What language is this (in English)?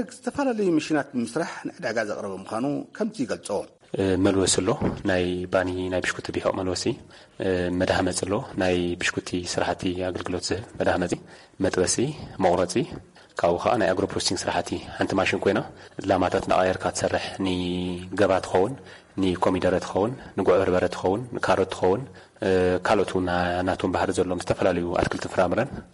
Tigrinya